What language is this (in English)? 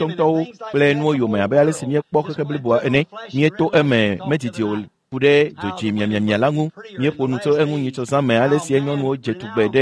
Ewe